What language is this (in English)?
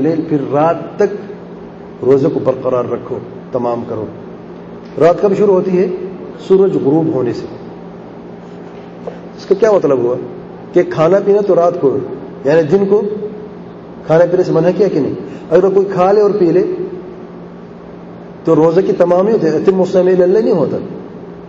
Urdu